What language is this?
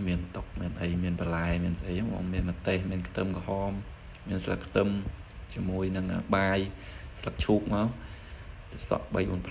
Khmer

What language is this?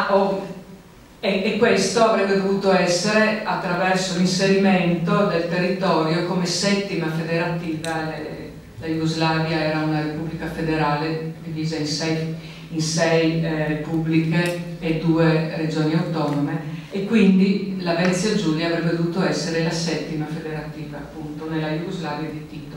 Italian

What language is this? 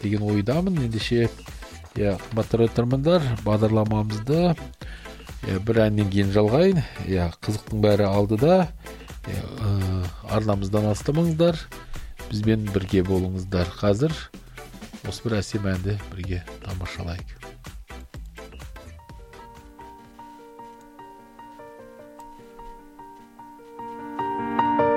Kazakh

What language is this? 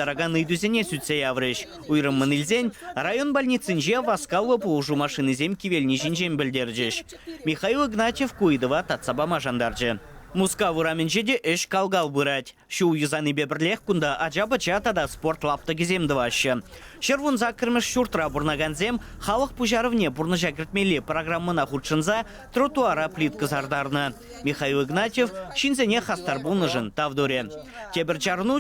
Chuvash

